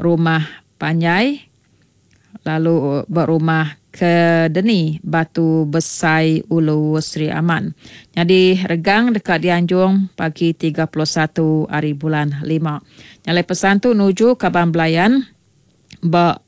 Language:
Iban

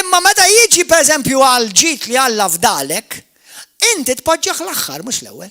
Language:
Maltese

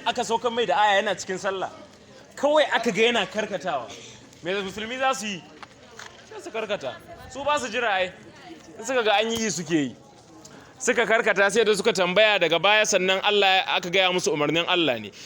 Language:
Hausa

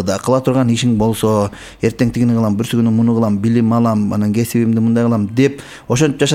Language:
Kyrgyz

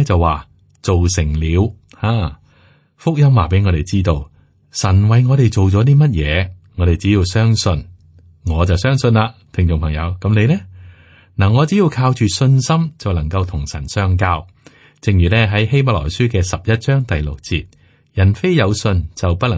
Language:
Cantonese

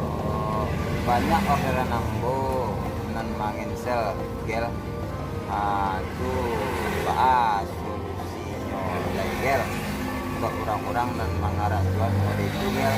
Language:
Minangkabau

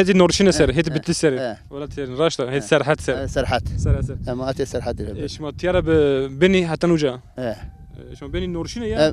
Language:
Zaza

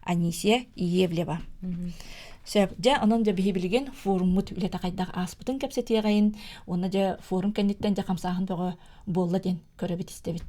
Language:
Yakut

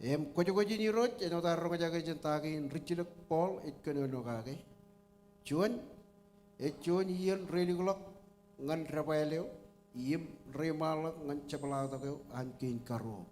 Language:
Marshallese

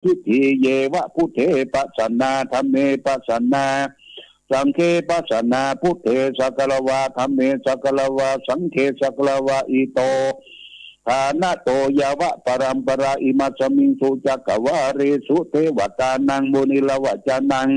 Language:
Pali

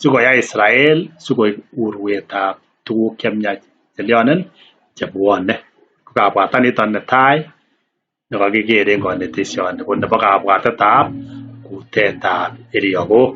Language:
Kalenjin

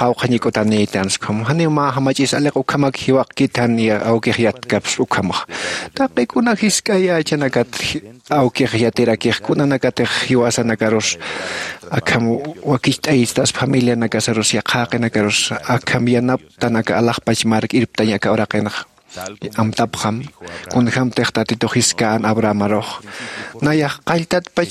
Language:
Aymara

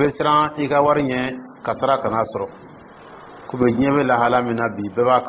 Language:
Dyula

